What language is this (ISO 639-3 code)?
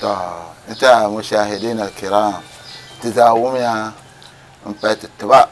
dag